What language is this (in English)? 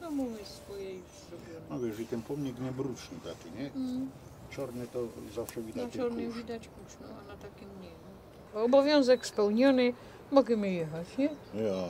Silesian